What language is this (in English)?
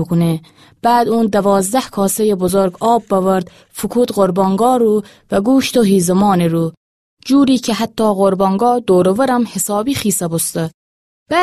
Gilaki